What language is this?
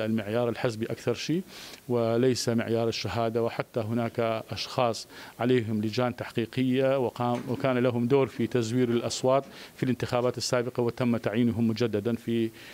Mesopotamian Arabic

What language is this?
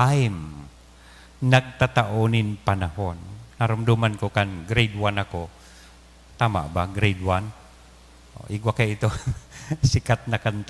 Bikol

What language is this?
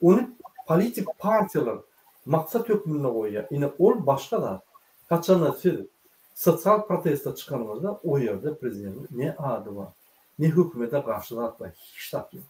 Turkmen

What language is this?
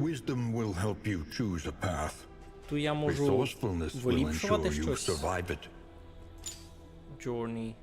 Rusyn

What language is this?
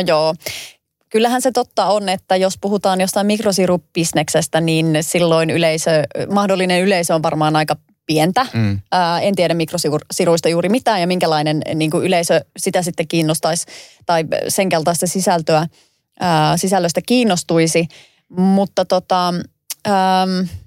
Finnish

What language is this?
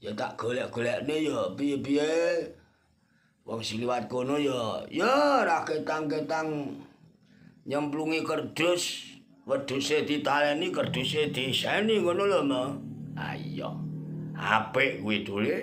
Javanese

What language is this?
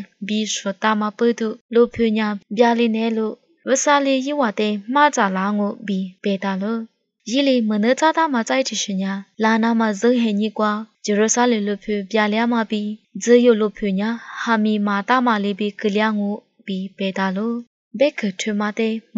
Lisu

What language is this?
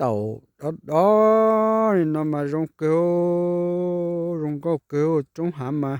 Hmong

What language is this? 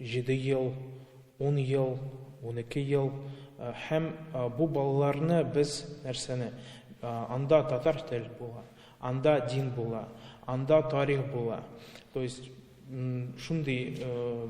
Tatar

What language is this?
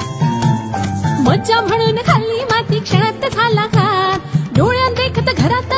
Marathi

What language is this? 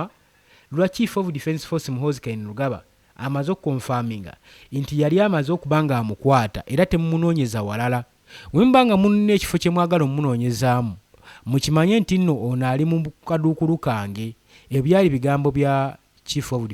Ganda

